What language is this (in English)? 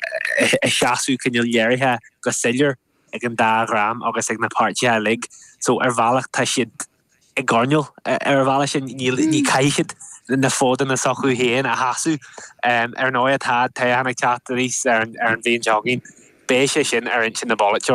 Irish